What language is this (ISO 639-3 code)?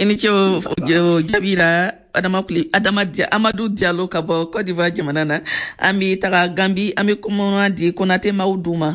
bam